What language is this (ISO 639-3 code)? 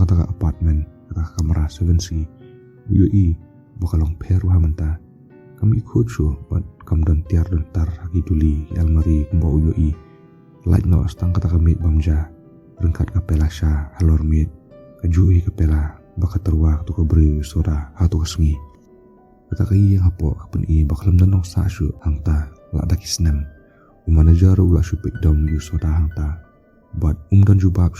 kha